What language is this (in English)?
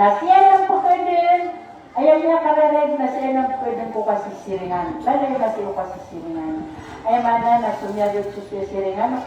Maranao